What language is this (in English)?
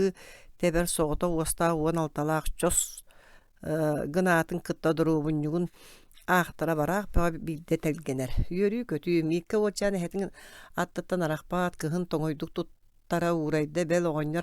Yakut